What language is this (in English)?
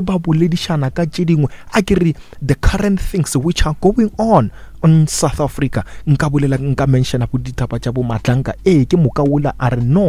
Northern Sotho